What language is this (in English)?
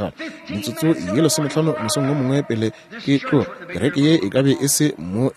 Northern Sotho